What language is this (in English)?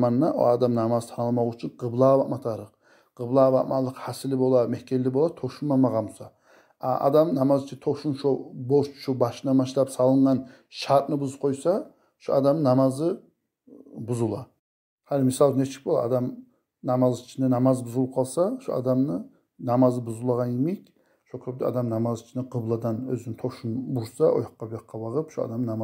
Kumyk